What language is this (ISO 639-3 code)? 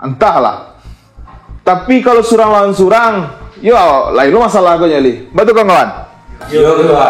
min